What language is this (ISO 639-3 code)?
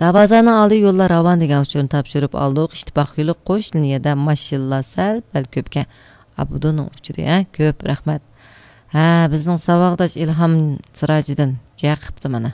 uig